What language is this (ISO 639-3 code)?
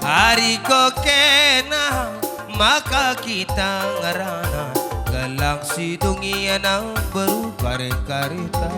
btx